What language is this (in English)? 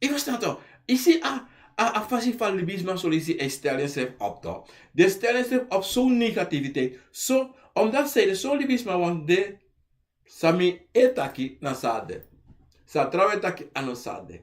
Sranan Tongo